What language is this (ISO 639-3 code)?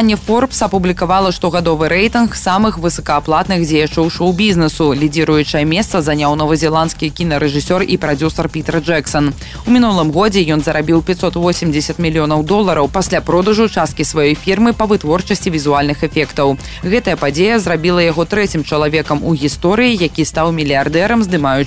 bel